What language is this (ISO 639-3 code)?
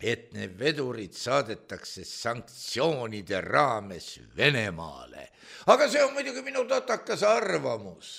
est